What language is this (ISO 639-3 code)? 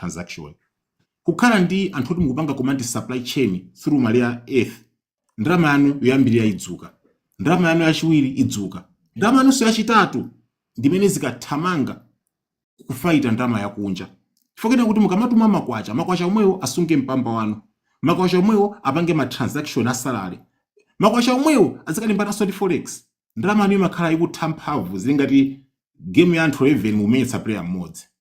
nya